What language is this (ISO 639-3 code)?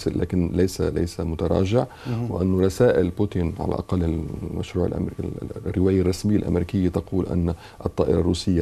ara